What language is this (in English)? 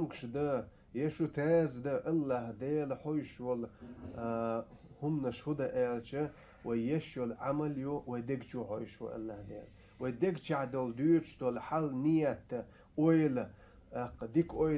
Chechen